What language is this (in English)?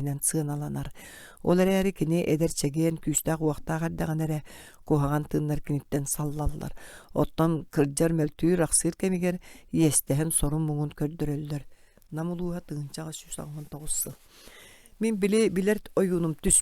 Yakut